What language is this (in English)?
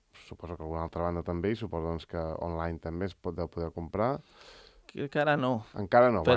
Catalan